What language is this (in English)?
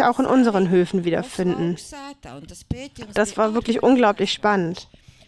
German